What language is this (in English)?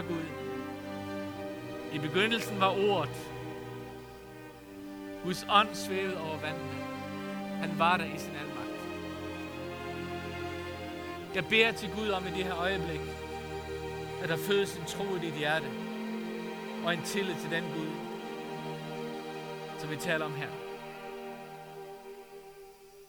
Danish